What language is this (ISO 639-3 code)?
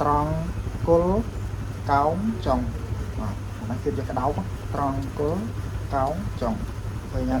khm